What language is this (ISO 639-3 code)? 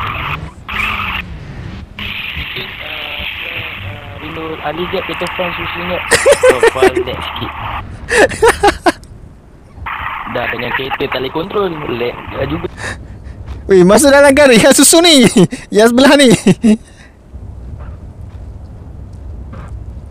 msa